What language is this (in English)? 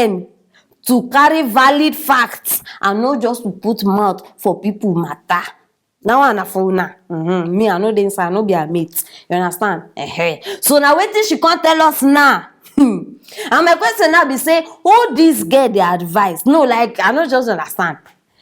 Nigerian Pidgin